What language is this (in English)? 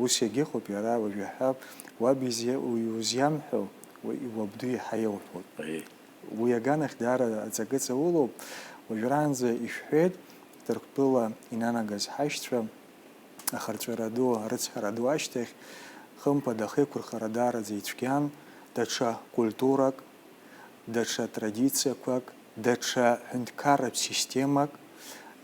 Abkhazian